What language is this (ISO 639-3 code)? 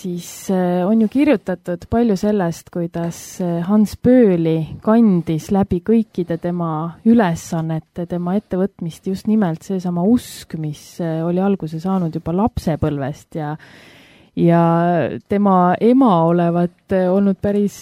est